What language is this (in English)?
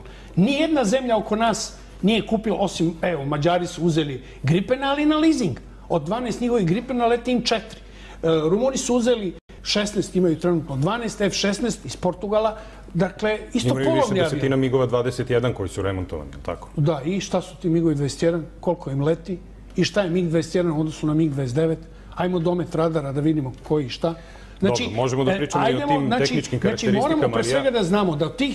Serbian